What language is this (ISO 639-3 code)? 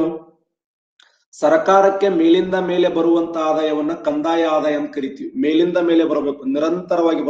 kan